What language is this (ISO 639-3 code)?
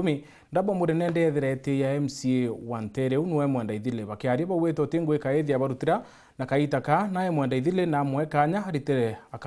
mer